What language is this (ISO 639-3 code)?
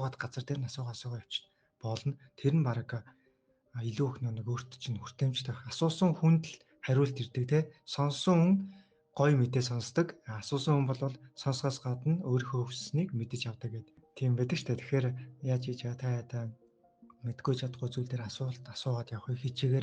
mon